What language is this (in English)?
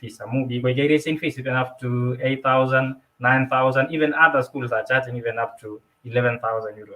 Kalenjin